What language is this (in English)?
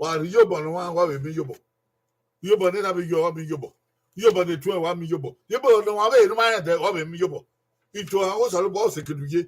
Bini